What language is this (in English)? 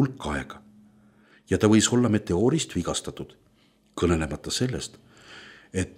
Estonian